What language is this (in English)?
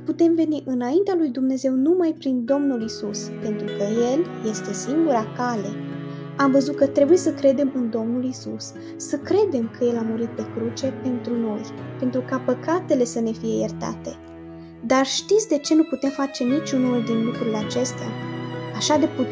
Romanian